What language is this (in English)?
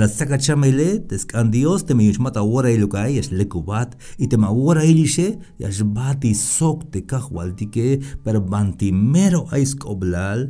Tzeltal